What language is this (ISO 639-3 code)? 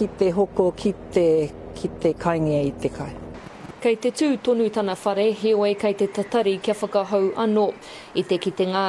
mri